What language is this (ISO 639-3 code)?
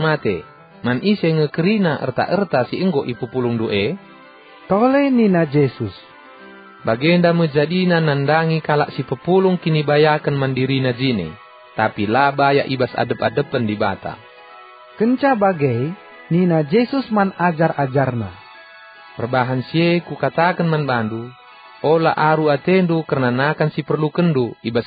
btx